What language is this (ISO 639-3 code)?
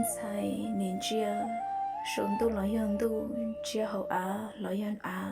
hmn